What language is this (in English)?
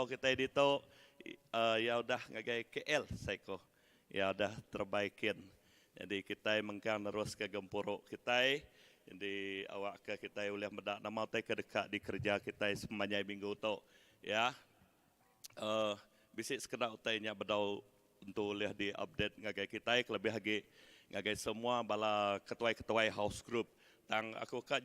Iban